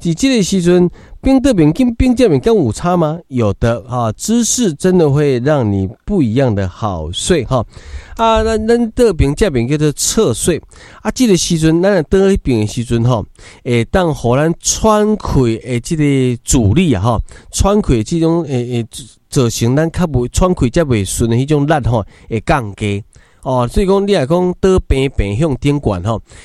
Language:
Min Nan Chinese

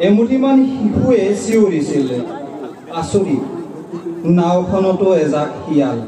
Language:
Assamese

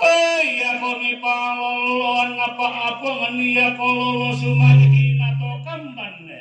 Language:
Toraja-Sa'dan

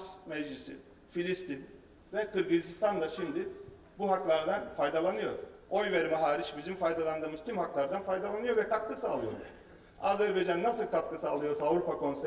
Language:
Turkish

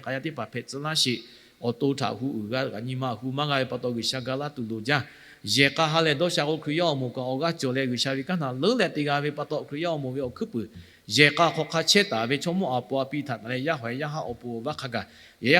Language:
Lahu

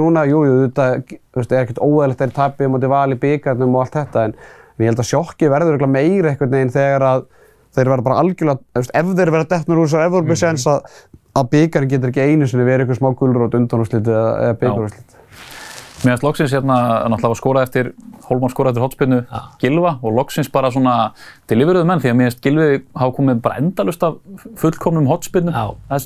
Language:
Icelandic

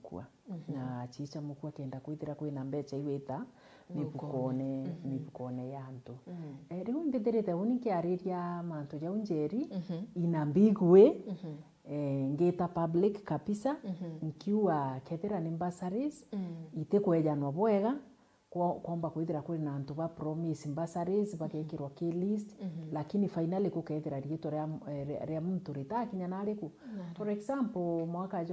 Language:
Meru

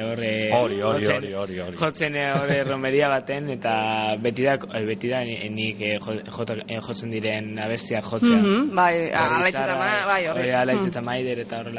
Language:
Basque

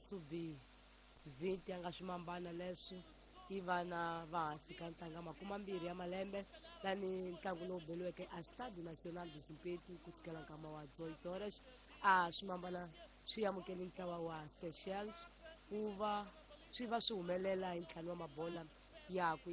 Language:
Tsonga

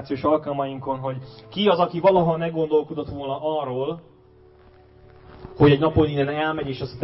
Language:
Hungarian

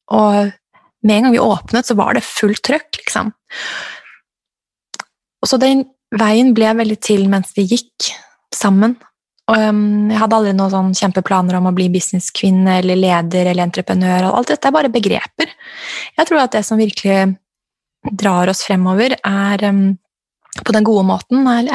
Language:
Norwegian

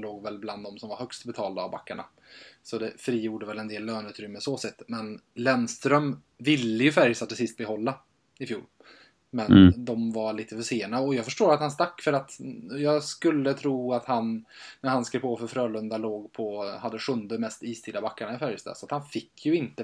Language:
Swedish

